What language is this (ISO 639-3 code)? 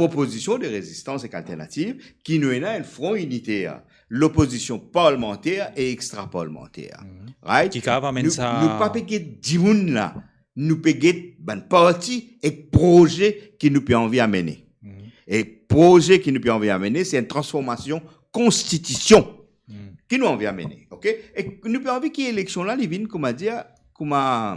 mfe